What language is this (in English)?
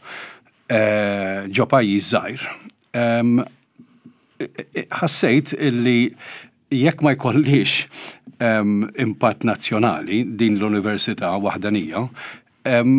Maltese